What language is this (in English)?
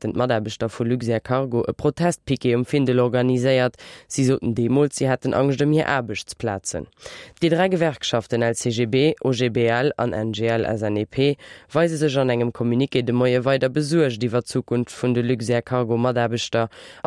Luxembourgish